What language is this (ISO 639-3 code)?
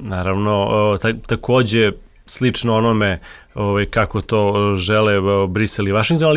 srp